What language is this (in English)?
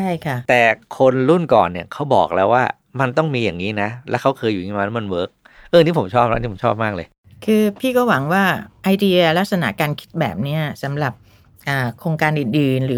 Thai